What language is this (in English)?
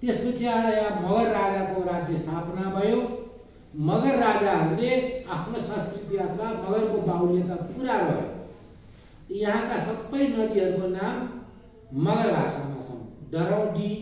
Nepali